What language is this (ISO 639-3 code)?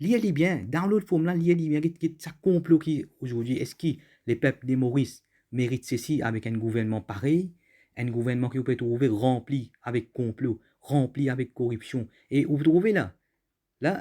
mfe